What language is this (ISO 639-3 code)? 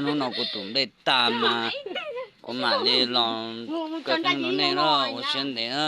hmn